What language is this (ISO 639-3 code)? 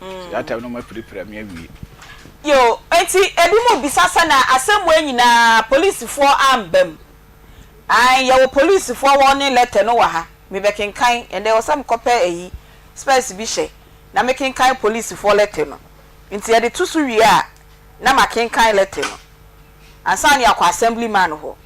aka